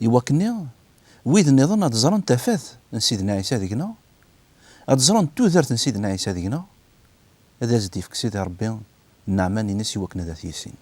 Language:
Kabyle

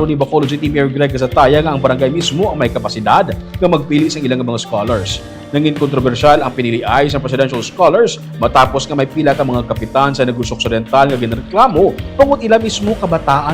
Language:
Hiligaynon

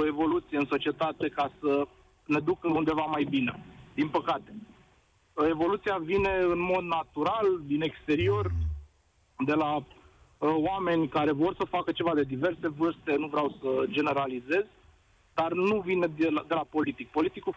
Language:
Romanian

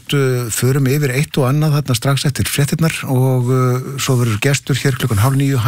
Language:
Icelandic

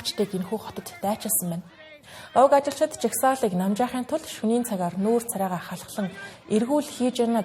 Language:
Mongolian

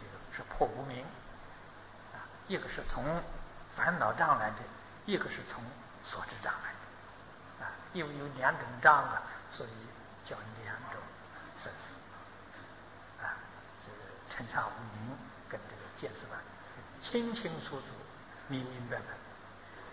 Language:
Chinese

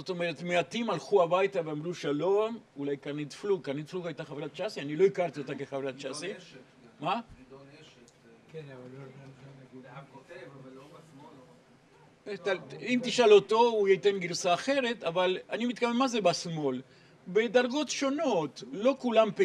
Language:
Hebrew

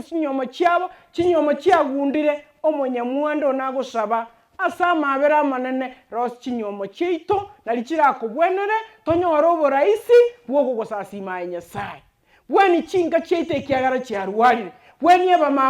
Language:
Gusii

